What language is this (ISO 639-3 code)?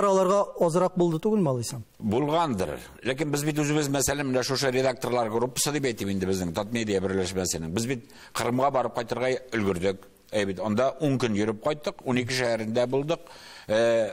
tat